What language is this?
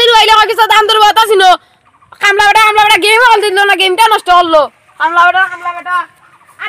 Sylheti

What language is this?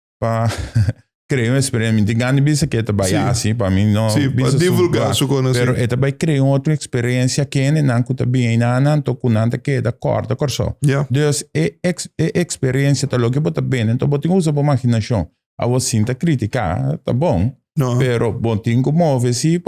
Papiamento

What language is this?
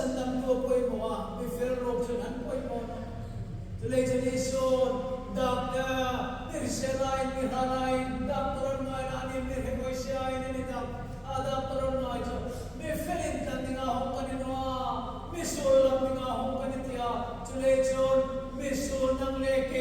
Hmar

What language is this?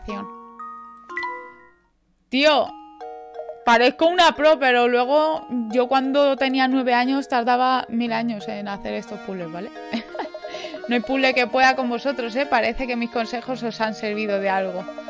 Spanish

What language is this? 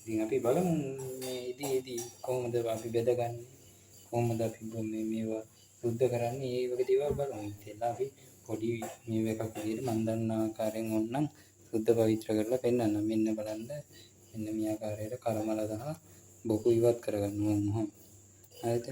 Sinhala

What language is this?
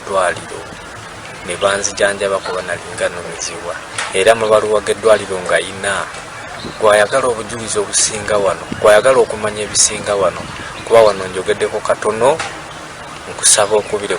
Ganda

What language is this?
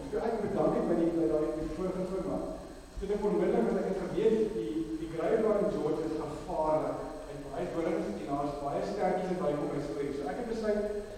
Afrikaans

